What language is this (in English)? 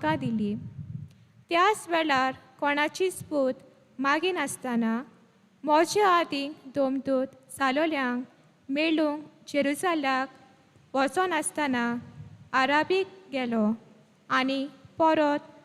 Konkani